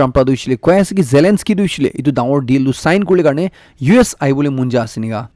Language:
Naga Pidgin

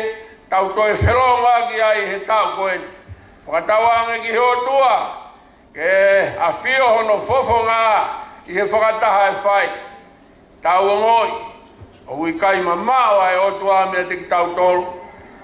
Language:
Tongan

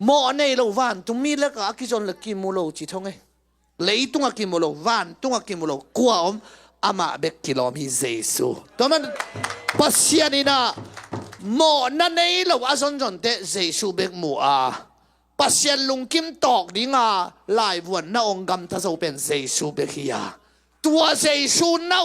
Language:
Tedim Chin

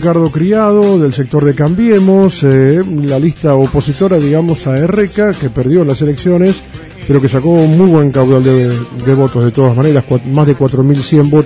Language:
Spanish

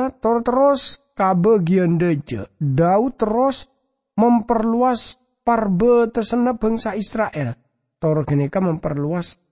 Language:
Madurese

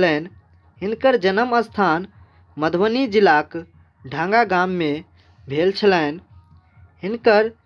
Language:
Maithili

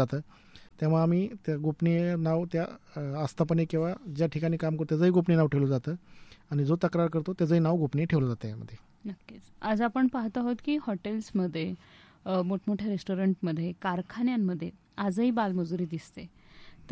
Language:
Marathi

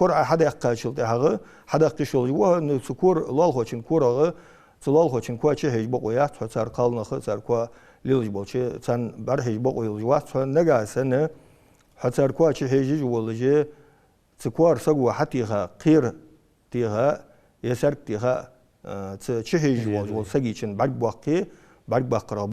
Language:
Ingush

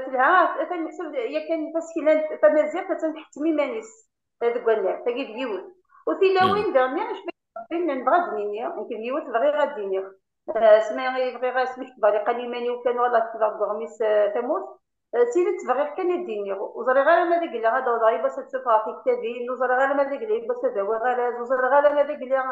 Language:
Kabyle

